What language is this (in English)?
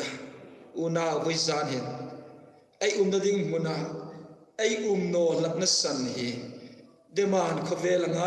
Hmar